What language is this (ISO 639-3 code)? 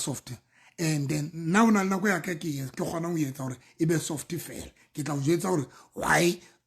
sot